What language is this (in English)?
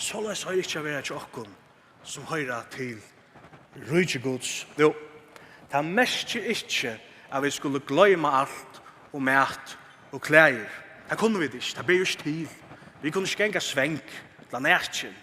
Faroese